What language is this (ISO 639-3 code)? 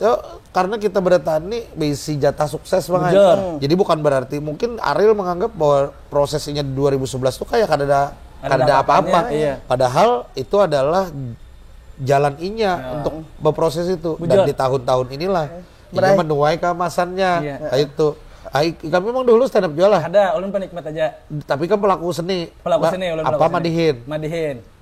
bjn